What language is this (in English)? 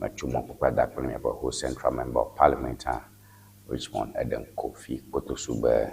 Ewe